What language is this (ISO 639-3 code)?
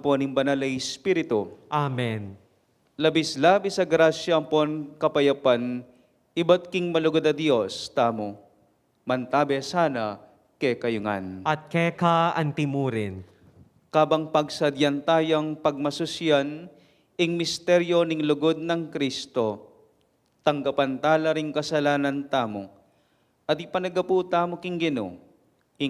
pam